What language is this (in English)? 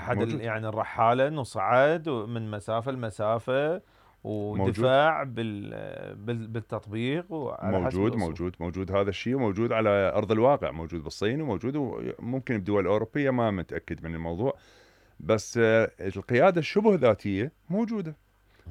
Mesopotamian Arabic